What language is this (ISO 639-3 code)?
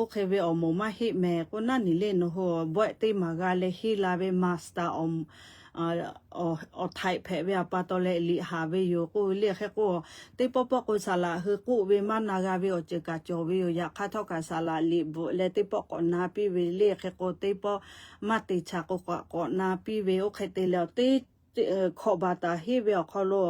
lhu